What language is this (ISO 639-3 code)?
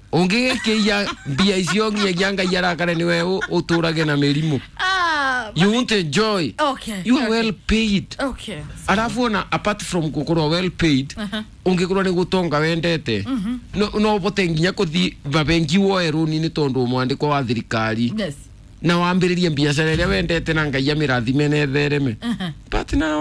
kik